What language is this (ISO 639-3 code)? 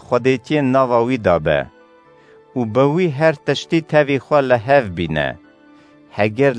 kur